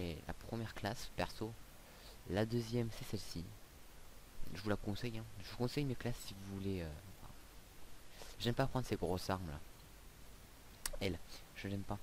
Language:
French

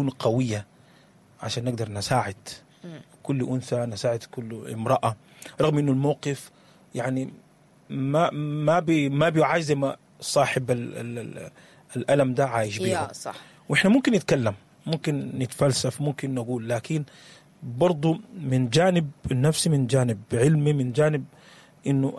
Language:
Sudanese Arabic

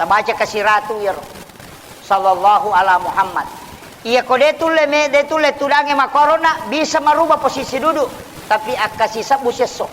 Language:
Buginese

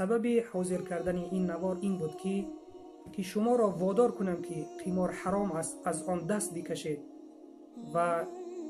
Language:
Tajik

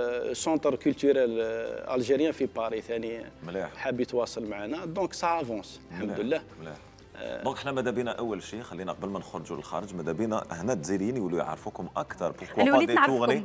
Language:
Algerian Arabic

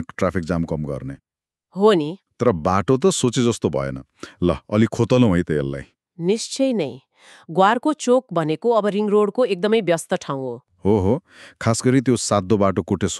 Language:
Nepali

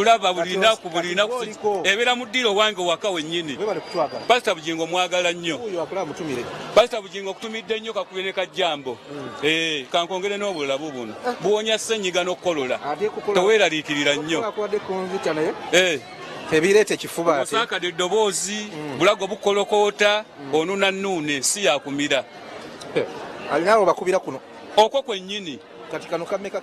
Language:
Ganda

